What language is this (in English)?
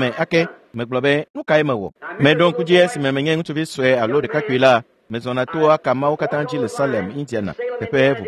Ewe